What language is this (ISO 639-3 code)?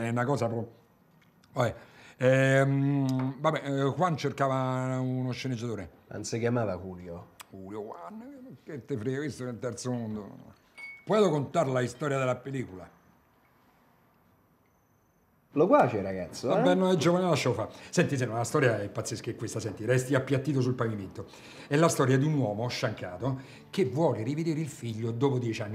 ita